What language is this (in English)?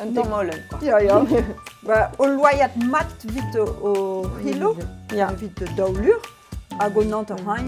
Breton